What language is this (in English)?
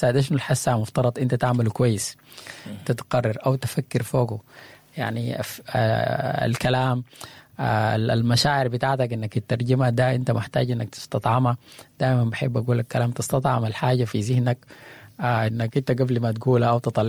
Sudanese Arabic